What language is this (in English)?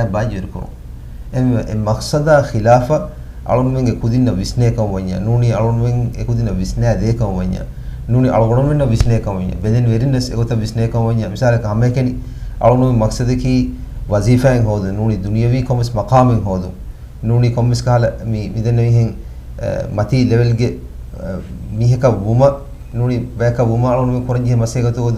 Divehi